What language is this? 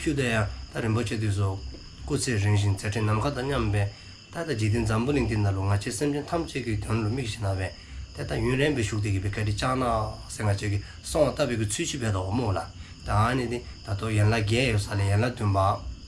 Dzongkha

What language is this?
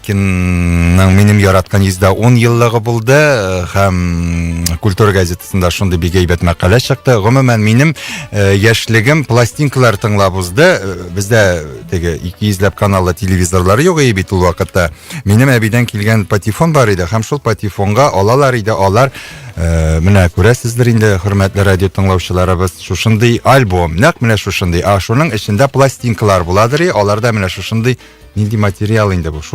Tatar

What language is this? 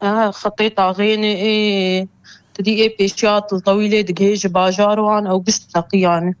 Kurdish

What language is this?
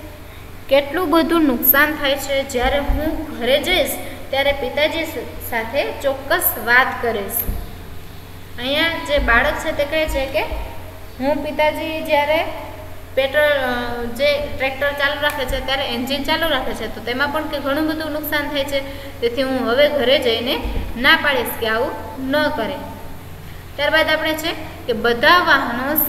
Gujarati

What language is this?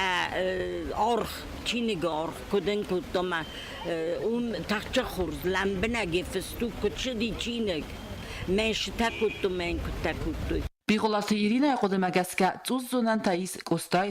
Ossetic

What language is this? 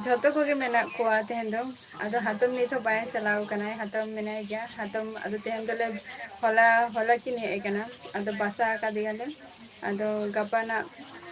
Santali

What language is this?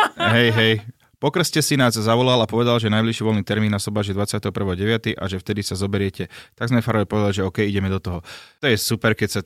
Slovak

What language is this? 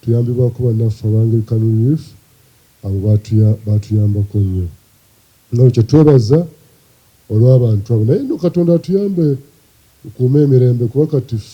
Ganda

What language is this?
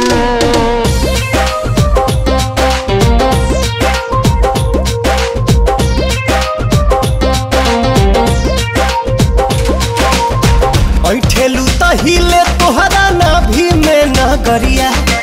Bhojpuri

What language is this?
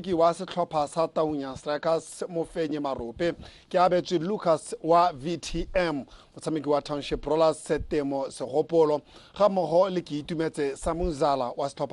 Tswana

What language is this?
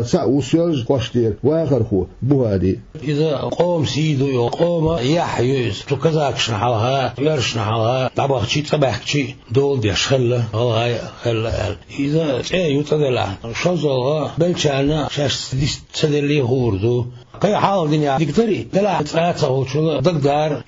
Chechen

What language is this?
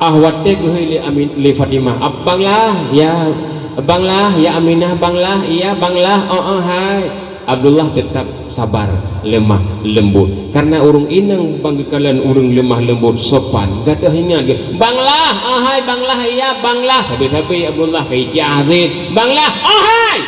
Achinese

